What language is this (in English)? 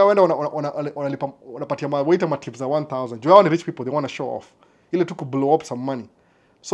Swahili